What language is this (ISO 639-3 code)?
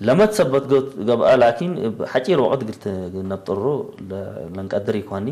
tig